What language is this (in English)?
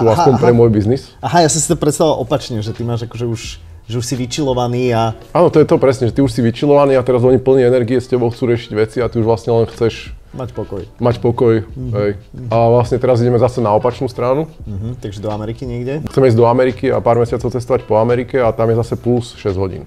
Slovak